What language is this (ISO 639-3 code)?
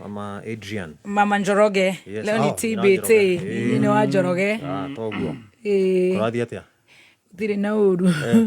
kik